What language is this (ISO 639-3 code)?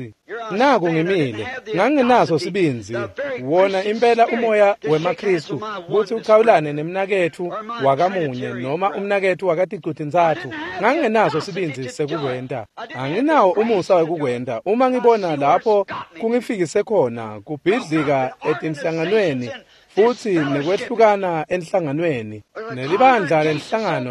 ssw